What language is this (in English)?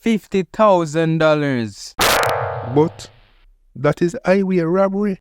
Jamaican Creole English